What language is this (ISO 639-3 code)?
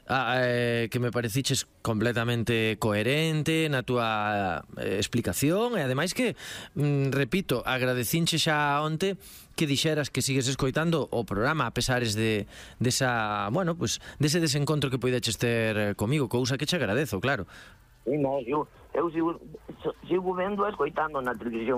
glg